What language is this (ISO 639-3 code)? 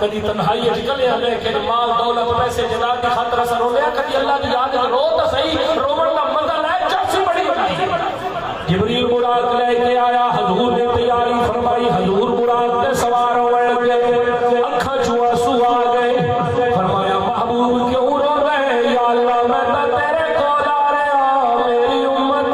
skr